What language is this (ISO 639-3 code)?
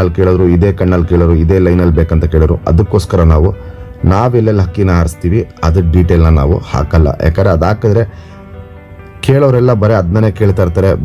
kan